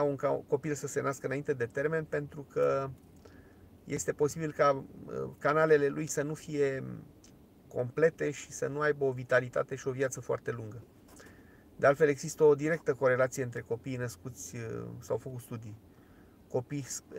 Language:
Romanian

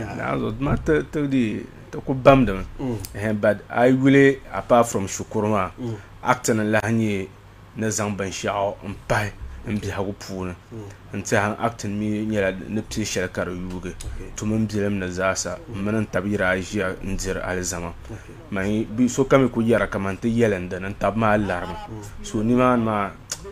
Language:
Dagbani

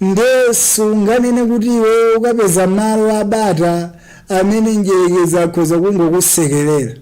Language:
Nyanja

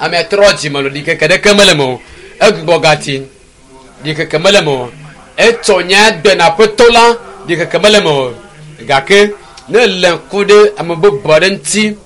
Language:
Ewe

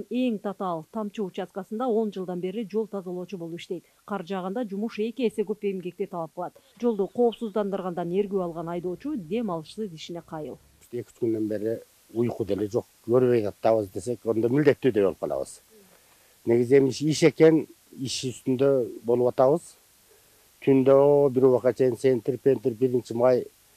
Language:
Kyrgyz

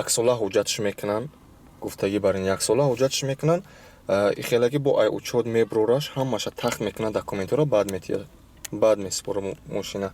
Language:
Tajik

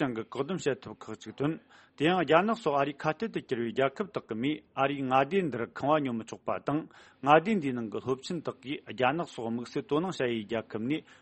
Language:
Tibetan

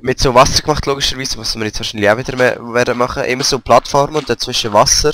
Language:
Swiss German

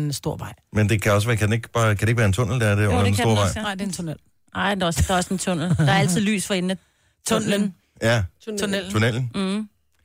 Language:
Danish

